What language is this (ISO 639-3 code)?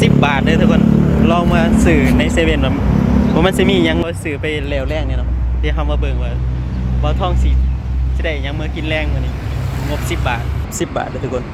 lao